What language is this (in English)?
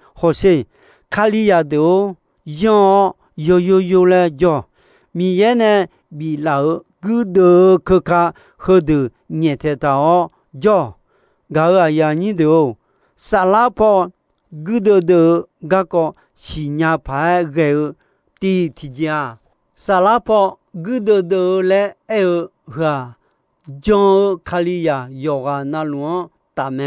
Akha